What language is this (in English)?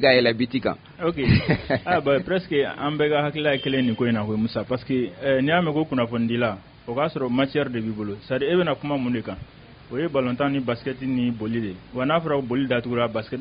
Bambara